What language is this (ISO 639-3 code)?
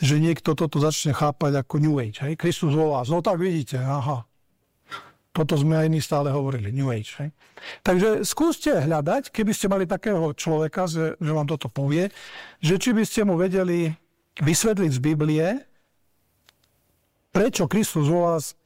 slk